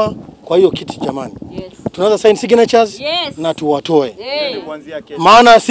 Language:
Swahili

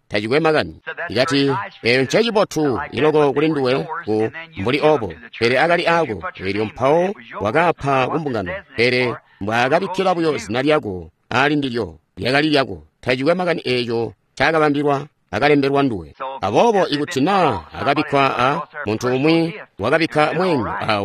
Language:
Tonga (Zambia)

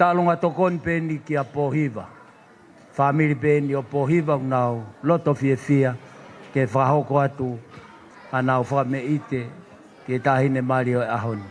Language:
Tongan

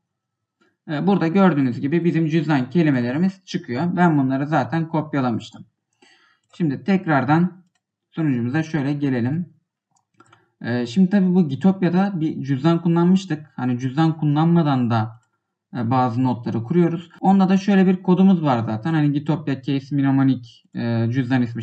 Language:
Turkish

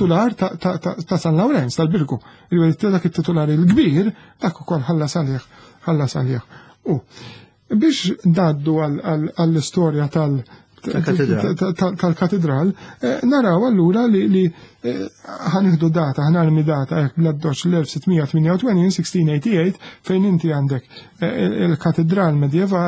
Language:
Maltese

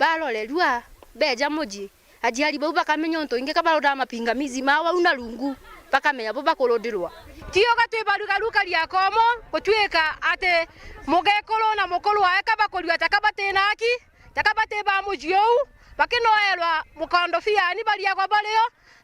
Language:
Meru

